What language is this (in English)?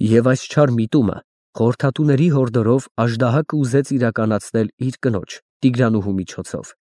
Armenian